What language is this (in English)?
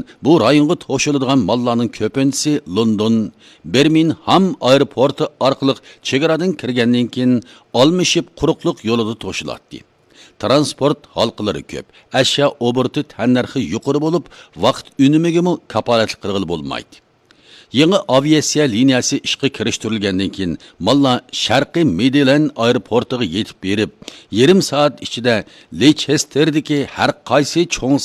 Uyghur